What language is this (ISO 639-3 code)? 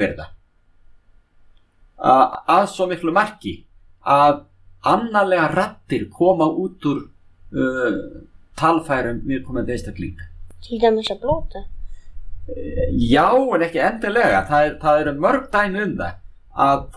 isl